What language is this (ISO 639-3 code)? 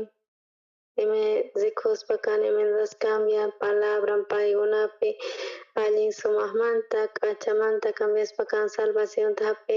quh